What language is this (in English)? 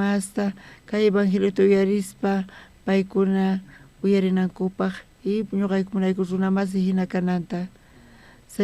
South Bolivian Quechua